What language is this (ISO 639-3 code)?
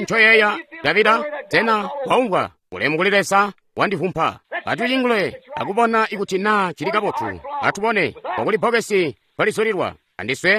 toi